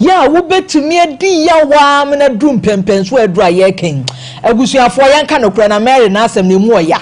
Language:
Akan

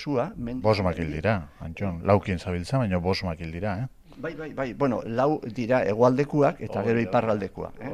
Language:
Basque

